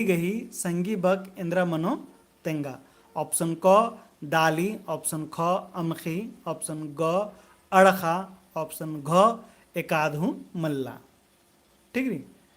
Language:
Kurukh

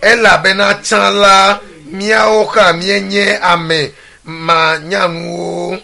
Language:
Ewe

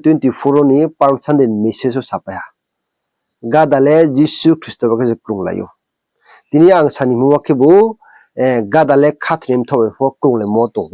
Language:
Riang (India)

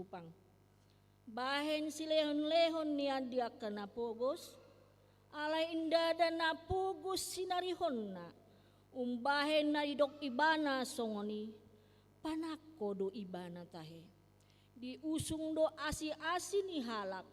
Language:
Batak Toba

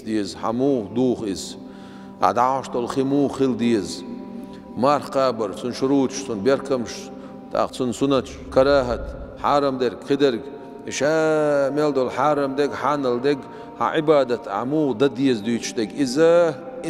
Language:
Chechen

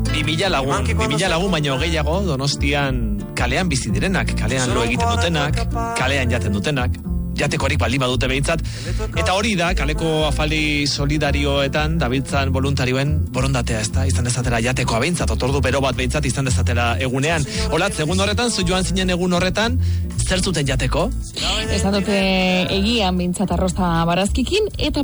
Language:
Basque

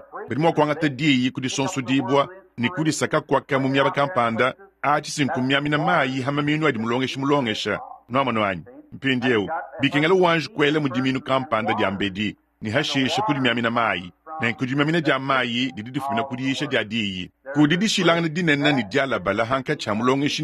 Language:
Luba-Lulua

